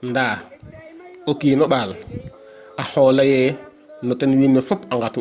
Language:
Serer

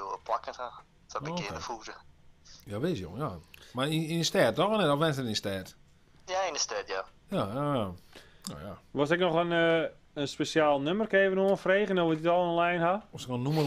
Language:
Western Frisian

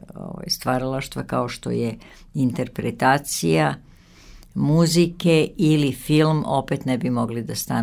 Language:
Serbian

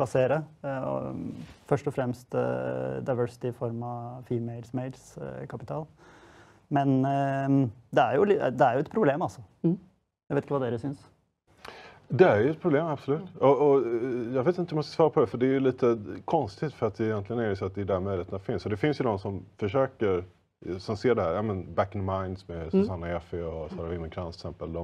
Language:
Swedish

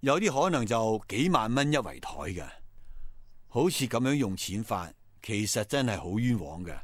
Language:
Cantonese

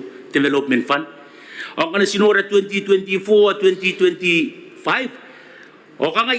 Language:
Gilbertese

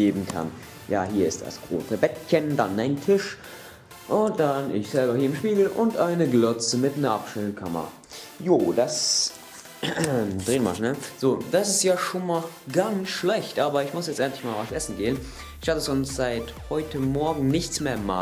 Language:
Swiss German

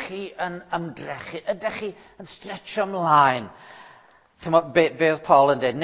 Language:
Welsh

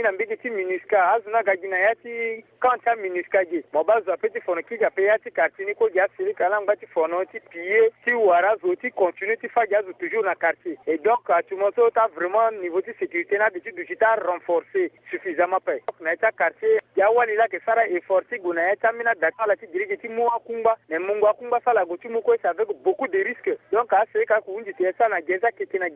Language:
Sango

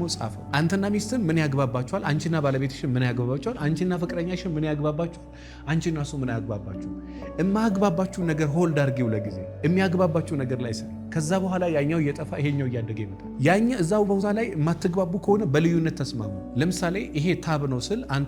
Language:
Amharic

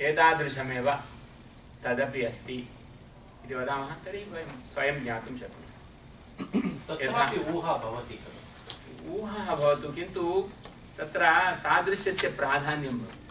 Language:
Sanskrit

